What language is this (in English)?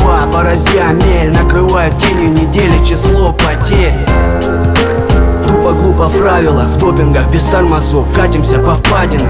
Russian